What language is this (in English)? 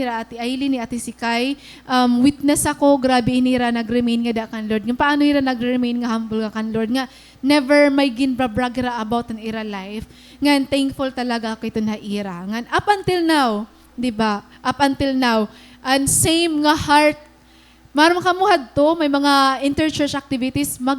Waray